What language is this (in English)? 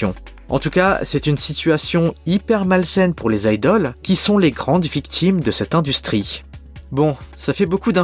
French